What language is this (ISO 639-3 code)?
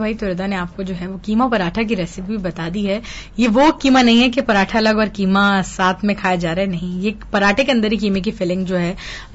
urd